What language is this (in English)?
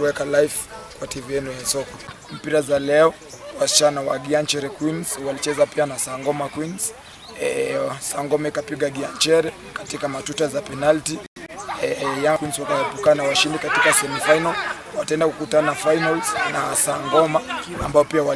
Gusii